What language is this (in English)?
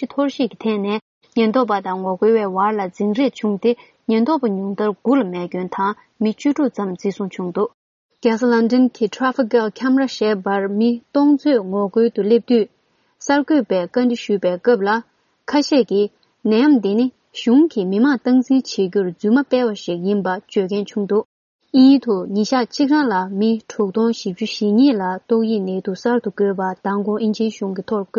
Tibetan